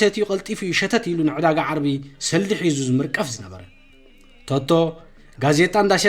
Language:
Tigrinya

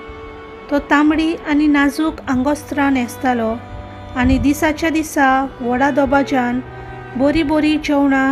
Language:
Konkani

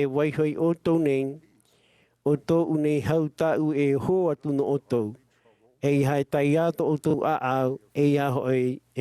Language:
Tahitian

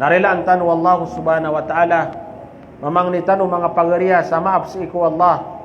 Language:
Maranao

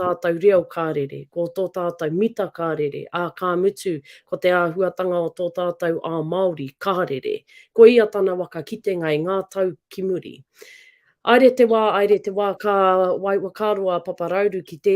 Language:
Māori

